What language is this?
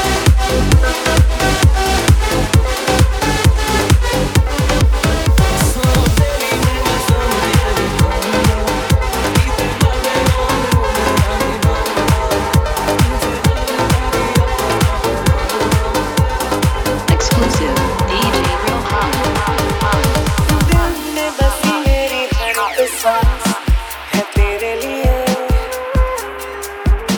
Hindi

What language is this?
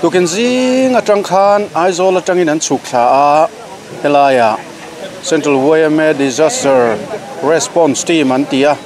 Mizo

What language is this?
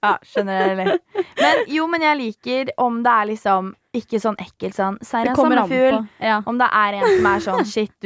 Norwegian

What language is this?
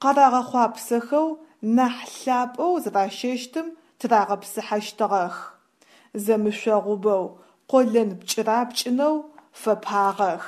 Adyghe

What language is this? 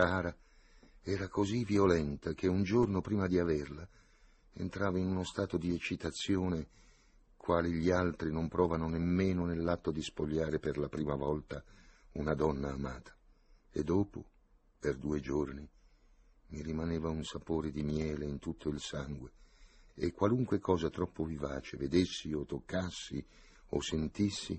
Italian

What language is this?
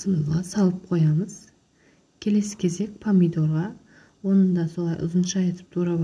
Kazakh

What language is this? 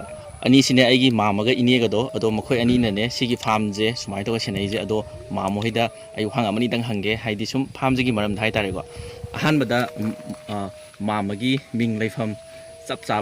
Manipuri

